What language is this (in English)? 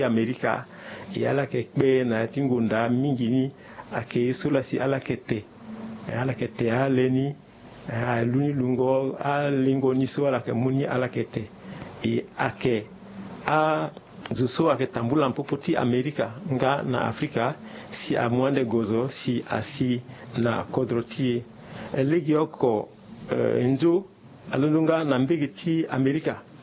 Sango